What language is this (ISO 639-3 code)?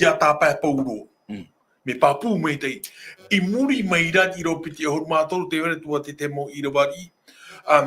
tah